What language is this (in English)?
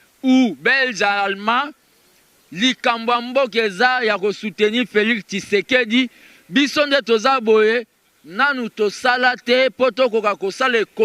Lingala